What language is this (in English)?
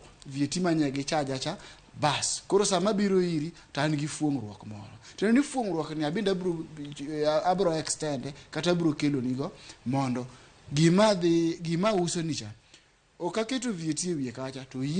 Luo (Kenya and Tanzania)